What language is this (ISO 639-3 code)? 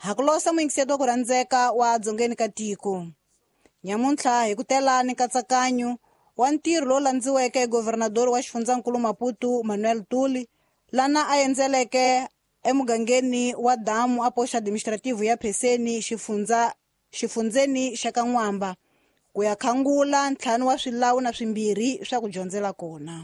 tso